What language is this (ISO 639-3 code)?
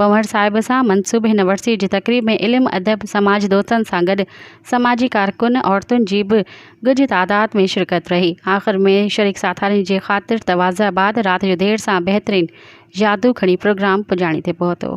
snd